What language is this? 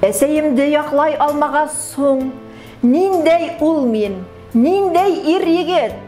Bashkir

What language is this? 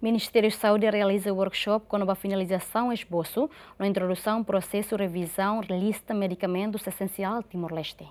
Tetum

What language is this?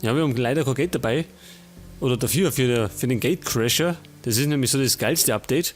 Bavarian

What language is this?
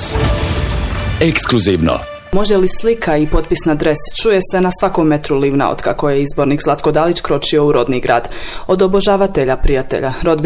Croatian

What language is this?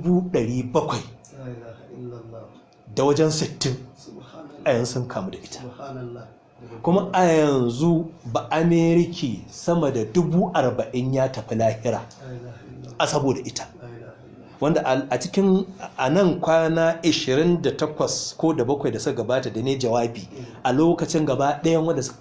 Hausa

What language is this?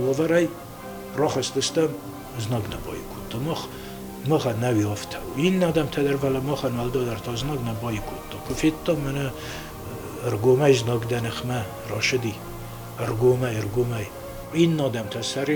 Ossetic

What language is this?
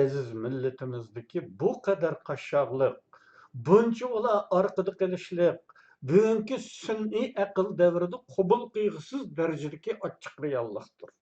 Uyghur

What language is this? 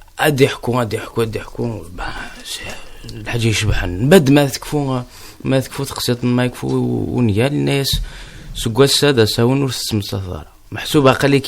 Kabyle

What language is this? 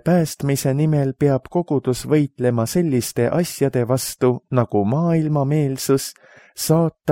Estonian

